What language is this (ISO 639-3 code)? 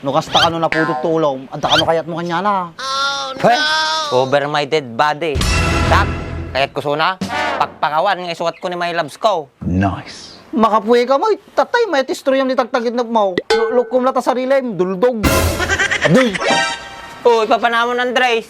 ilo